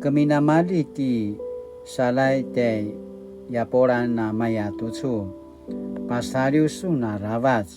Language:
Paiwan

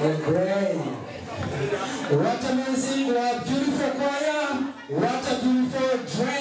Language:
Kinyarwanda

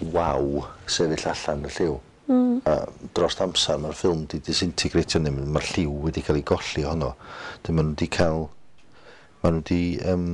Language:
Welsh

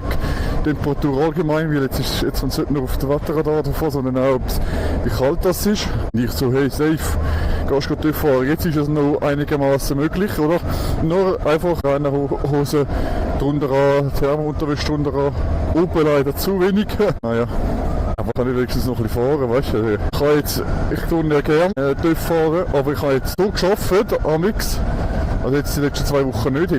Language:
Swiss German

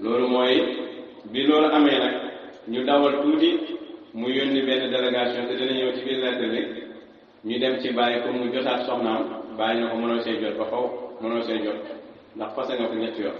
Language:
Wolof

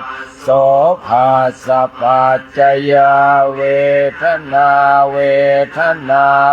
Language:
Pali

